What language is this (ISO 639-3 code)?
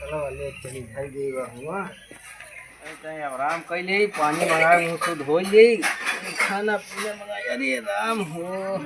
awa